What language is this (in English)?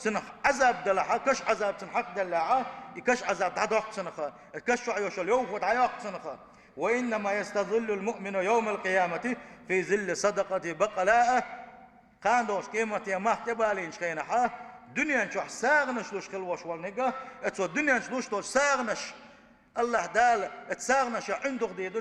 Chechen